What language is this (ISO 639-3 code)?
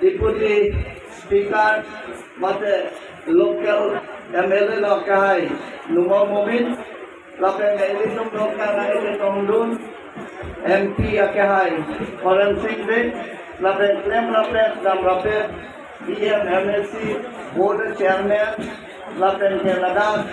mjw